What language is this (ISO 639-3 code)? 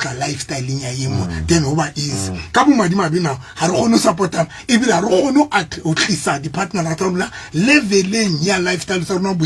sot